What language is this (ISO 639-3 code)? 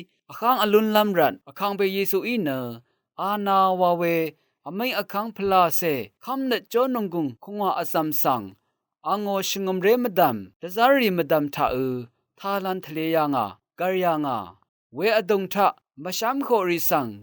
raw